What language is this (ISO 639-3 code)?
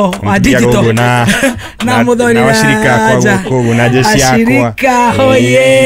kik